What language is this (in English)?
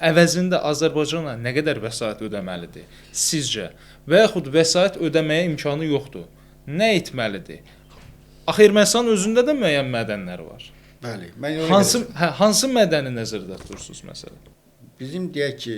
Azerbaijani